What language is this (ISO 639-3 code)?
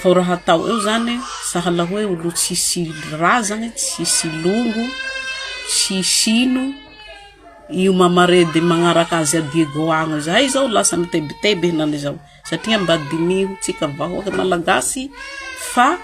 mlg